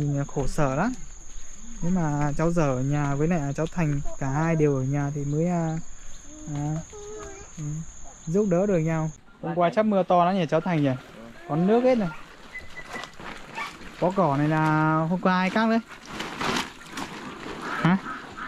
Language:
Vietnamese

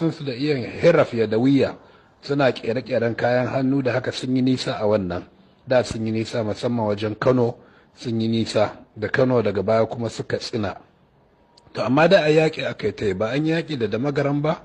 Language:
Hausa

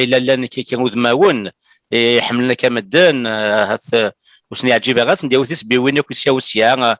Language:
Kabyle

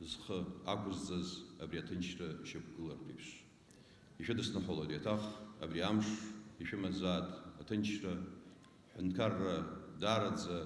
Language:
Abkhazian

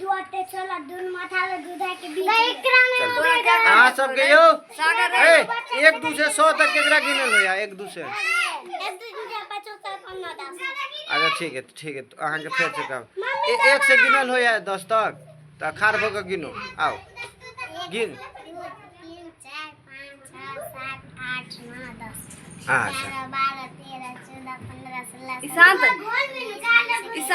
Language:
Maithili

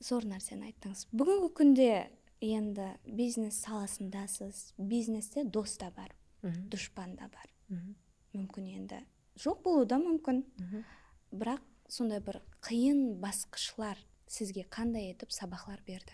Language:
Kara-Kalpak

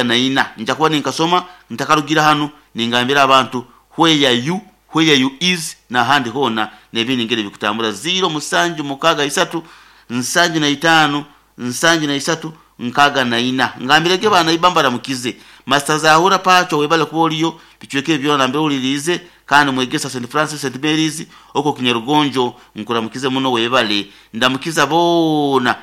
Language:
Nyoro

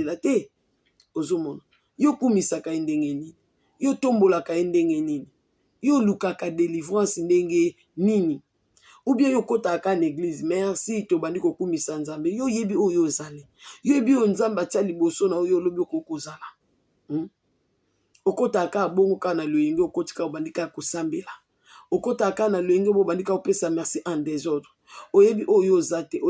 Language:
Lingala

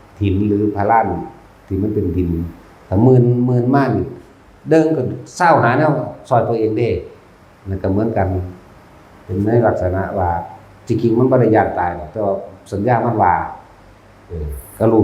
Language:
Northeastern Thai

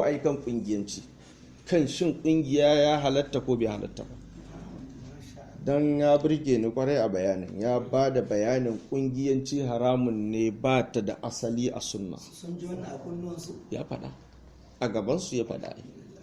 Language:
Hausa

